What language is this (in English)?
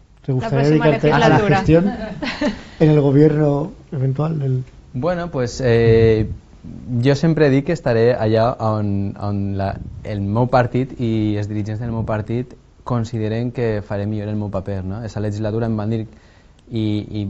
Catalan